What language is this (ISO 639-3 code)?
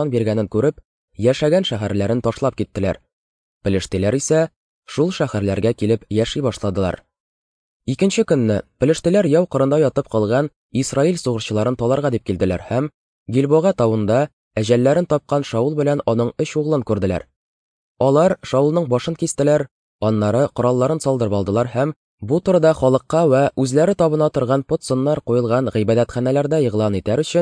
tat